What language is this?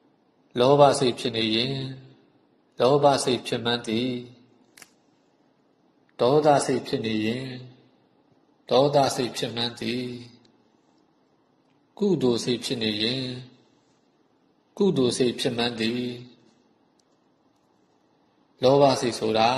Burmese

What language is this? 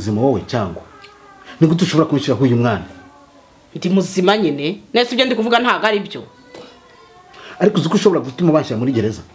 Kinyarwanda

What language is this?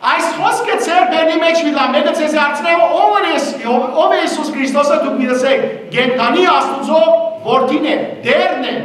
Western Armenian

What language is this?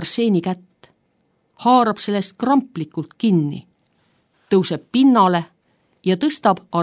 Estonian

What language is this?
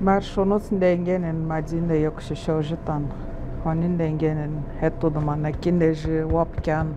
Atikamekw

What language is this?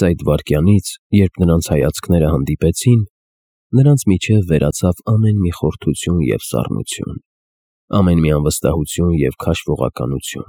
Armenian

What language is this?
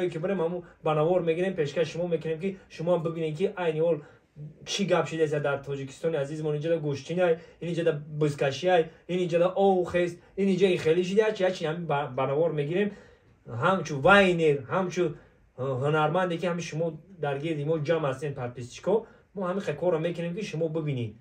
Tajik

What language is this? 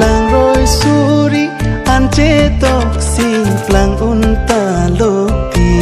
Karbi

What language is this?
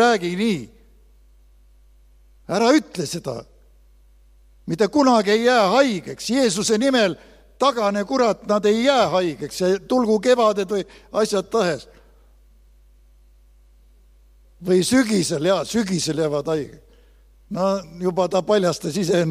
Estonian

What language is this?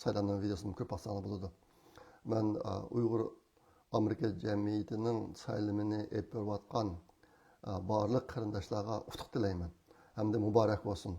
Uyghur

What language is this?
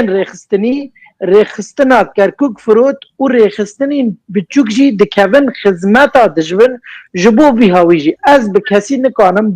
Kurdish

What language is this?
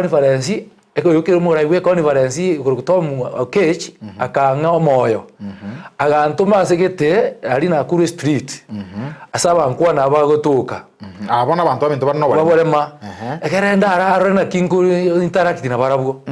Gusii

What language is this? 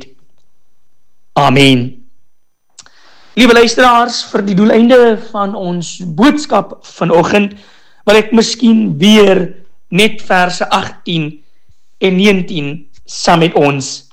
Afrikaans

